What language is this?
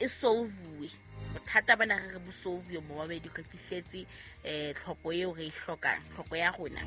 Southern Sotho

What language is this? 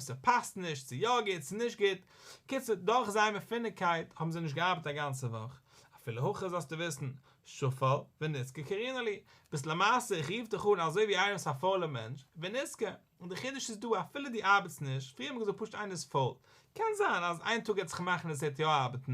Yiddish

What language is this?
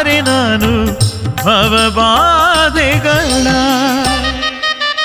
Kannada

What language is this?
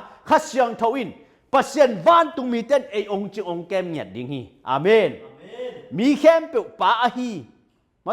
Tedim Chin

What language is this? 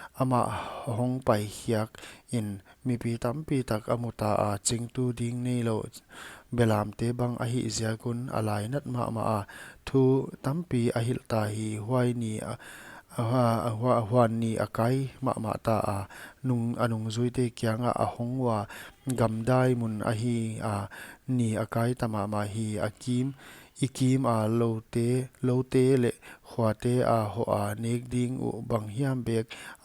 Paite Chin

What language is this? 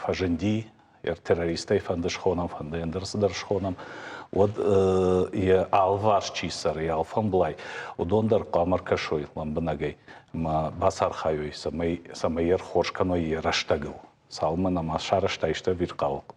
Ossetic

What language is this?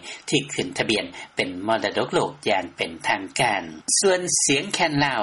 Lao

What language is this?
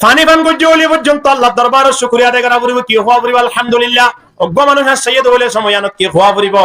Rohingya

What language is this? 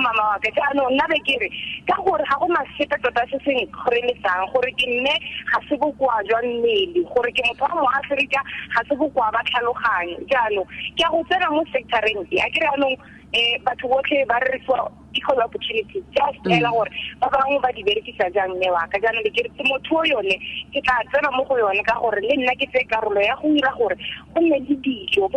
Tswana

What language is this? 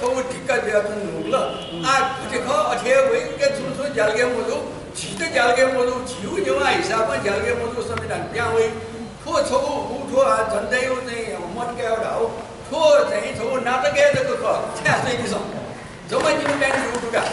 Newari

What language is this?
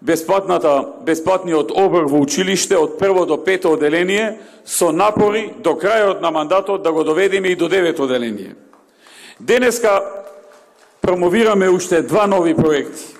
Macedonian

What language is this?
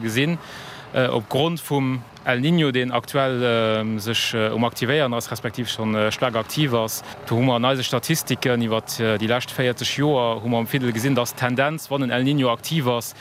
Luxembourgish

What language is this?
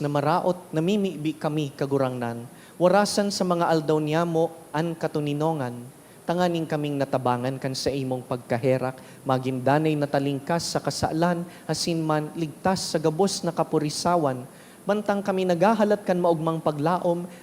Bikol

